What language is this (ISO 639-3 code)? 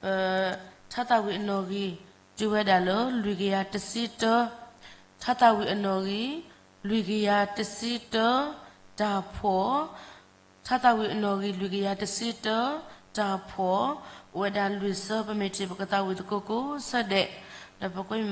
ksw